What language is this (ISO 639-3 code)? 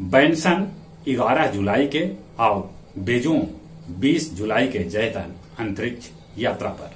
mag